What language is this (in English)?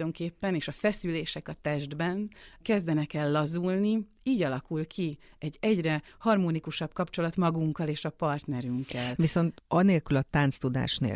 Hungarian